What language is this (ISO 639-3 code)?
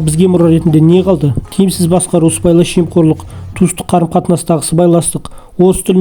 kaz